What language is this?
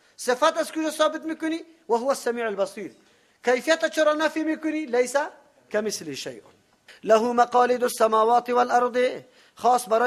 Persian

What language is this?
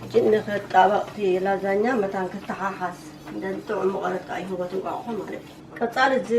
Tigrinya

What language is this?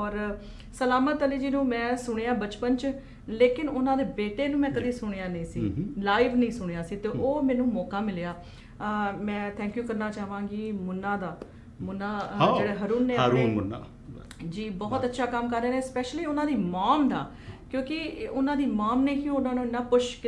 Punjabi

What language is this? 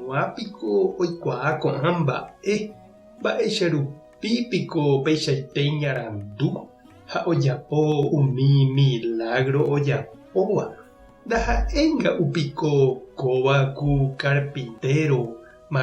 Guarani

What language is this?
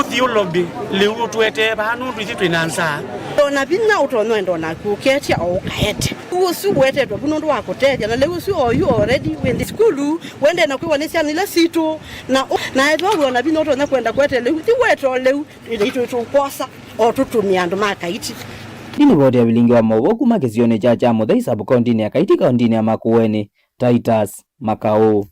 Kamba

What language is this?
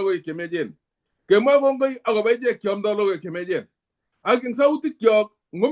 Kalenjin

